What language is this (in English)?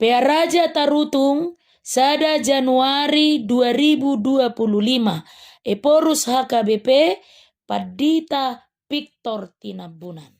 Batak Toba